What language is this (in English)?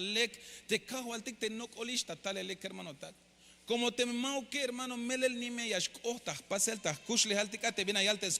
Tzeltal